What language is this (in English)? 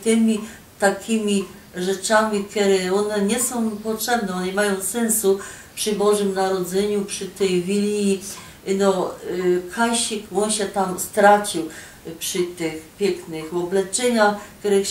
Silesian